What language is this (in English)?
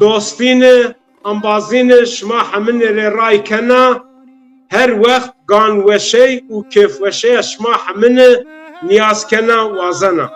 Zaza